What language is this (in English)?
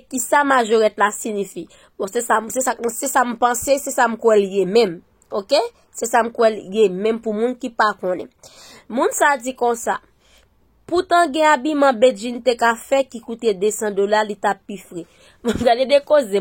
Haitian Creole